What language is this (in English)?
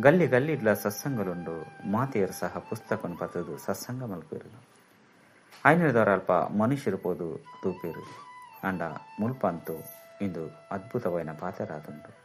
Tulu